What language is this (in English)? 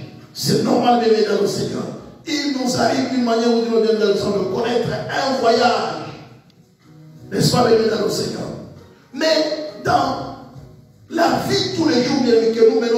French